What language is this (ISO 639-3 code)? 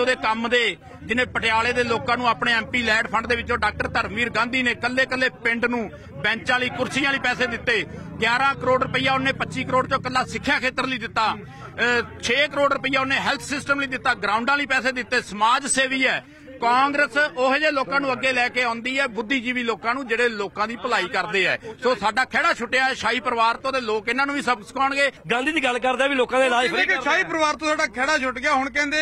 pan